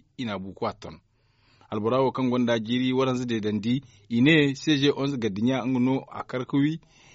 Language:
Zarma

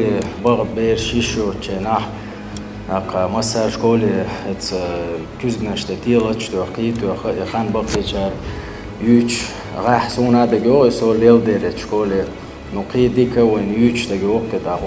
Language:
Chechen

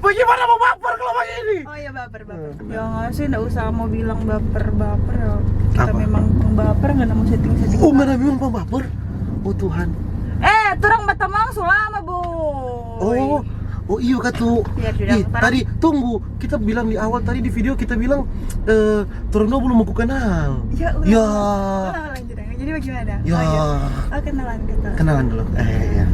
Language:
Manado Malay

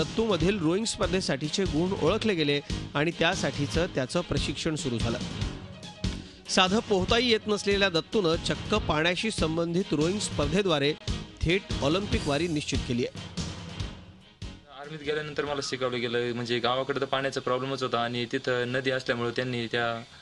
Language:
Marathi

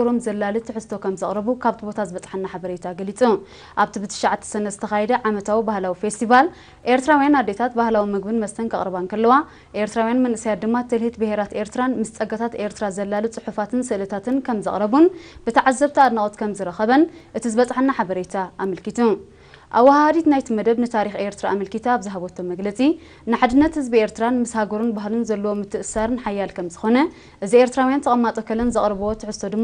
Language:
Tigrinya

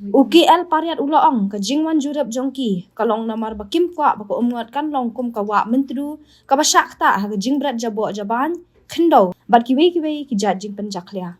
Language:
Khasi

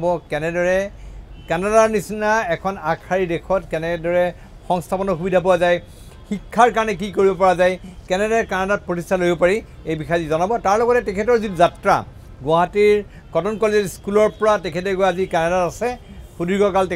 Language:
Assamese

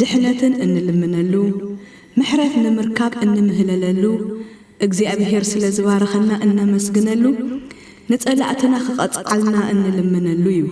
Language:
Tigrinya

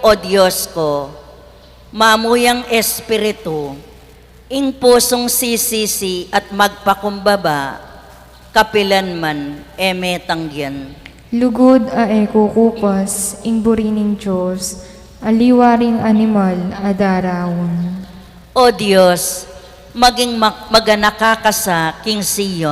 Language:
Pampanga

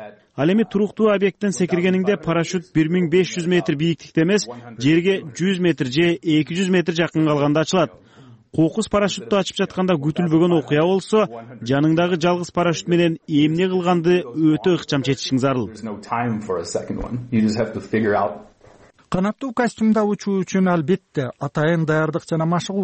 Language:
Kyrgyz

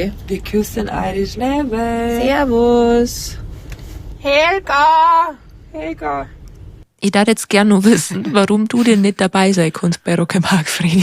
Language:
Bavarian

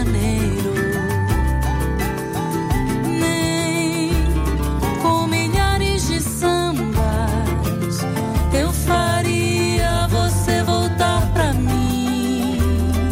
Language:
Portuguese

